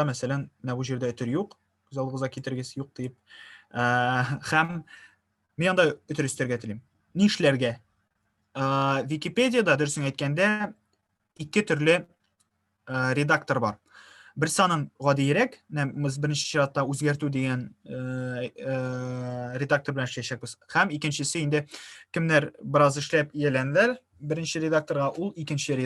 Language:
Tatar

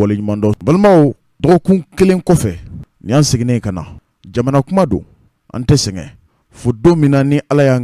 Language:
Bambara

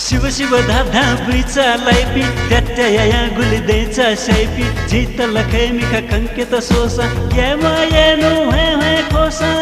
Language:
Newari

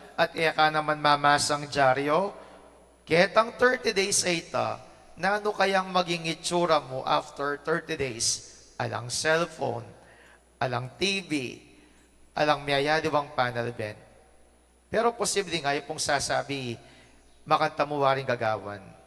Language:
Pampanga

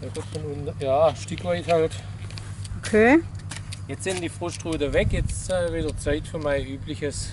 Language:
Swabian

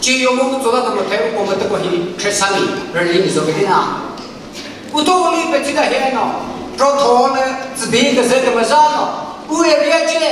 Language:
Chokri Naga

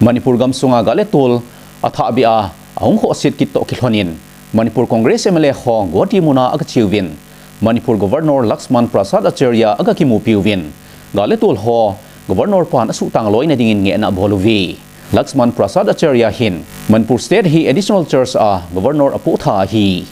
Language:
Thado Chin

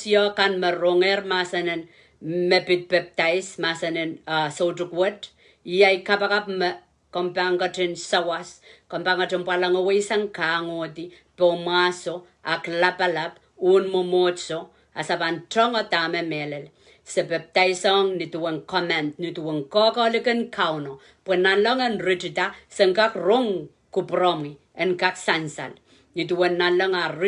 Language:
Pohnpeian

